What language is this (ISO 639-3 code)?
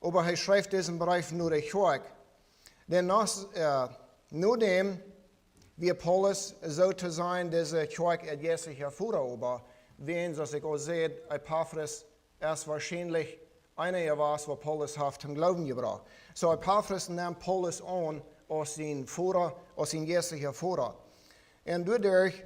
pdt